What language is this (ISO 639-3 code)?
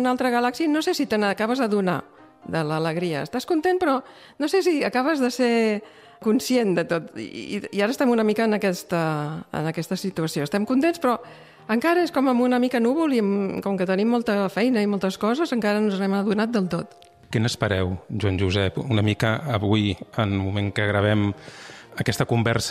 cat